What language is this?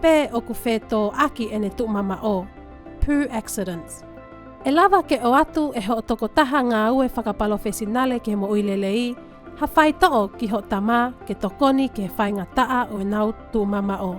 Tongan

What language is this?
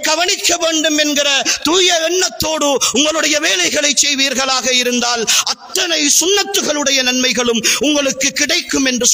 Tamil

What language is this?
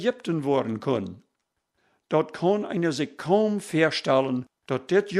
Plautdietsch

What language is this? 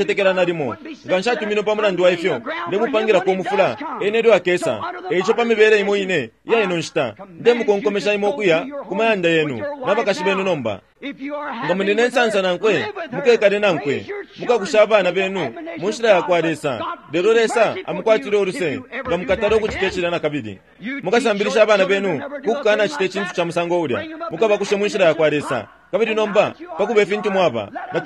Bemba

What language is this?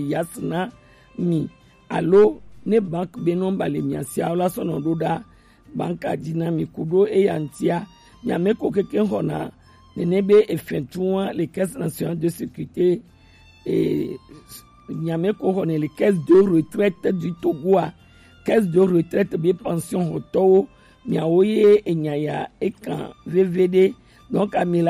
Gen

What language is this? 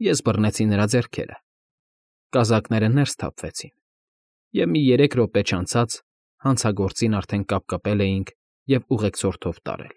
Armenian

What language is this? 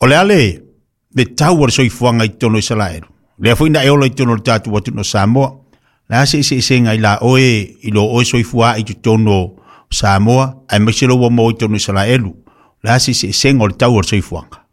Samoan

